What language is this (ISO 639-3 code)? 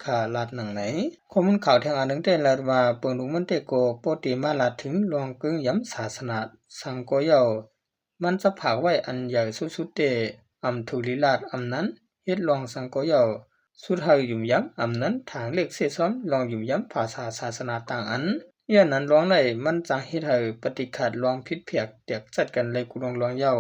shn